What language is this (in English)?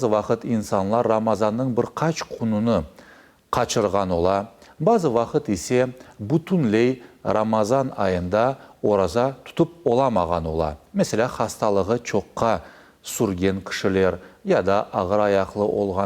Crimean Tatar